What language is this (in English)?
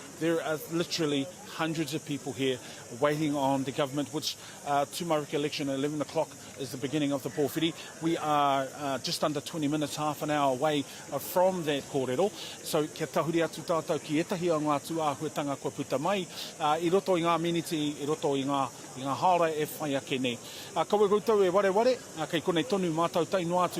Māori